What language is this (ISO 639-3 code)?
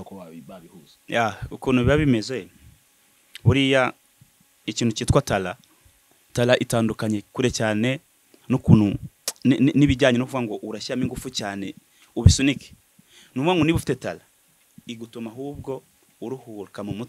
kin